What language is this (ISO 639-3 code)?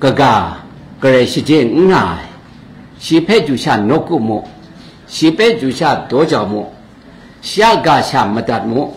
kac